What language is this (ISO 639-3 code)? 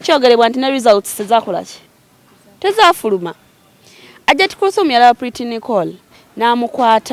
lug